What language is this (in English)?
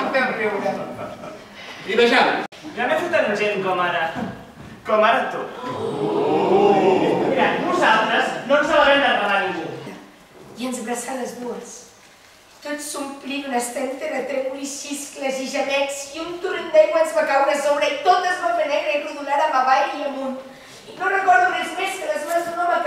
Catalan